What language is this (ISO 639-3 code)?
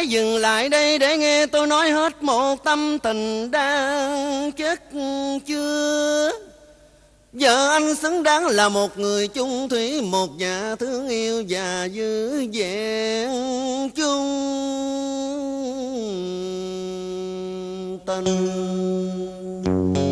vie